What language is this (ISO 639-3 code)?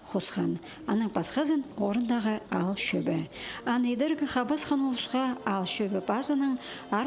kjh